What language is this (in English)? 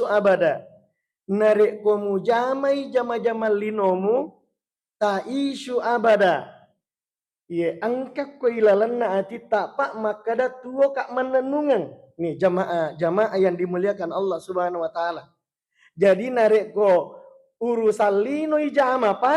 Buginese